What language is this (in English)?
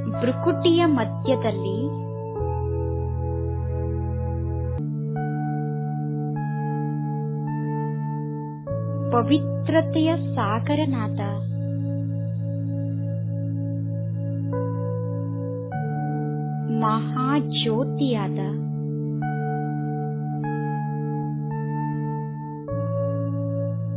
Kannada